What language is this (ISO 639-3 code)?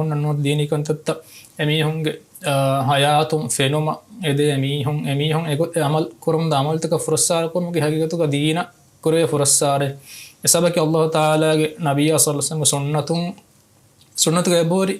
div